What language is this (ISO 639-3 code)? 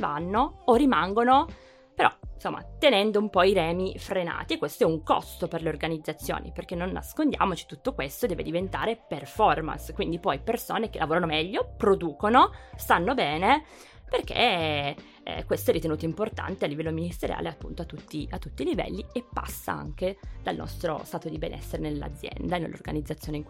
ita